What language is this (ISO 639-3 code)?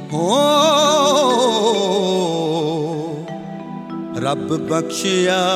pan